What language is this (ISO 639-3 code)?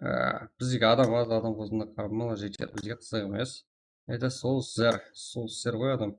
kaa